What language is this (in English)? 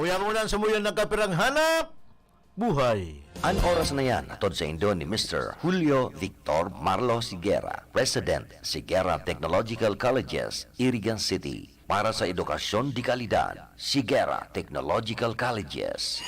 Bikol